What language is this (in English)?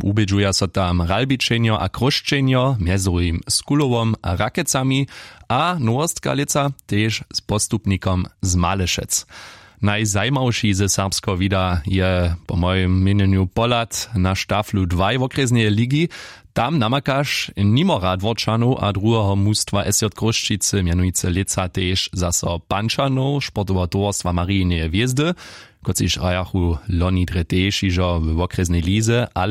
Upper Sorbian